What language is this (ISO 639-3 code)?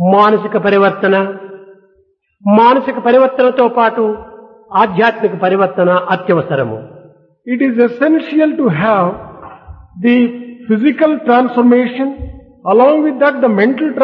tel